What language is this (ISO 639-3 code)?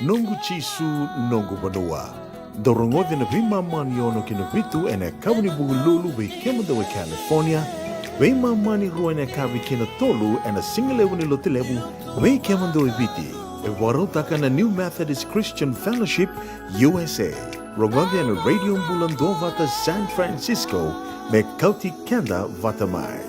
fij